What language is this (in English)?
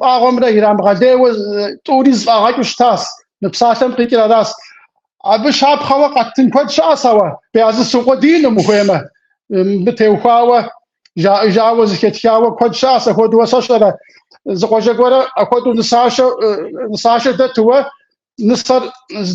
Kabardian